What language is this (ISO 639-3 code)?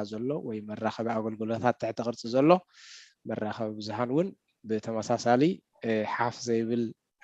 tir